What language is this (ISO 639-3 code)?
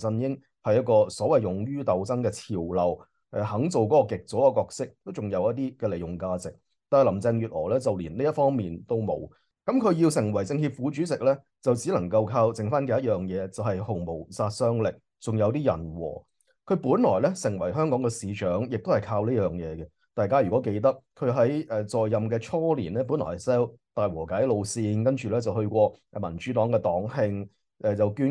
yue